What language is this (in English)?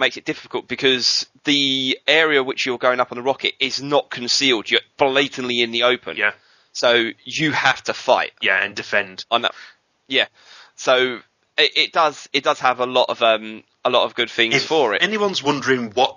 English